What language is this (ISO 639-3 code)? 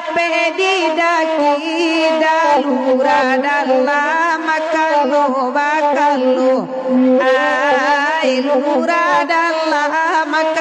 min